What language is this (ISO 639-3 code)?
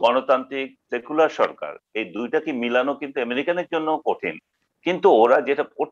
ben